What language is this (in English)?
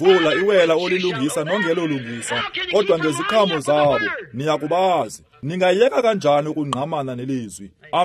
Xhosa